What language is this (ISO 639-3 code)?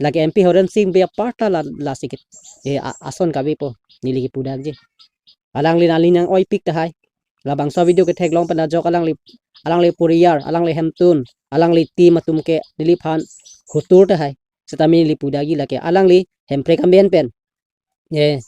mjw